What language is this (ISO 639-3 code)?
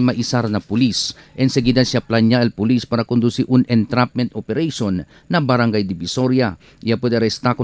cbk